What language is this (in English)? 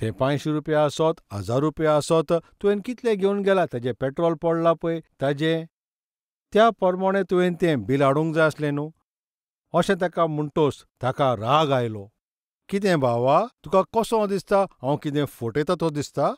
Konkani